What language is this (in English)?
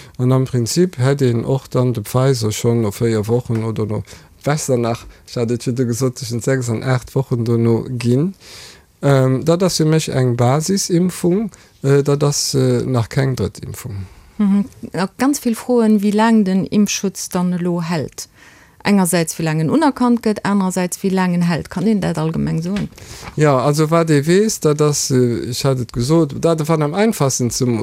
Luxembourgish